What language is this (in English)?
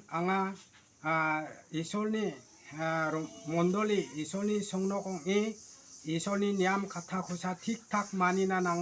Garo